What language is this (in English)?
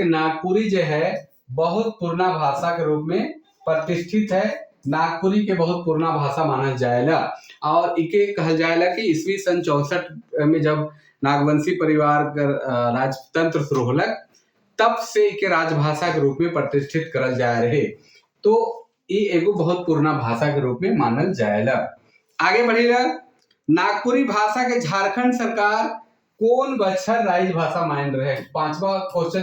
Sadri